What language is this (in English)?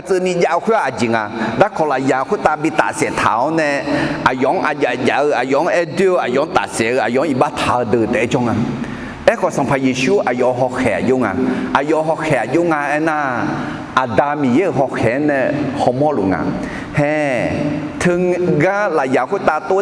Akha